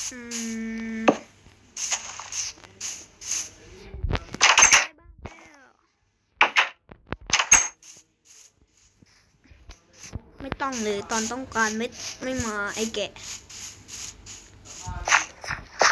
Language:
Thai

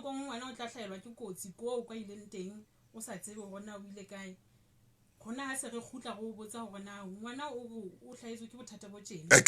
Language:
Southern Sotho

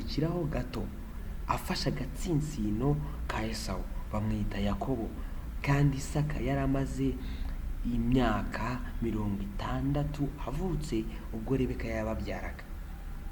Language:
Kinyarwanda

